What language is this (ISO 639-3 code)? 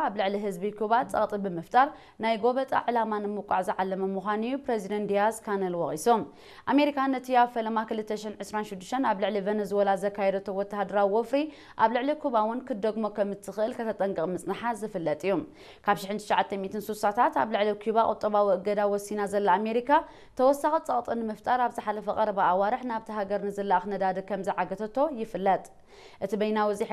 tir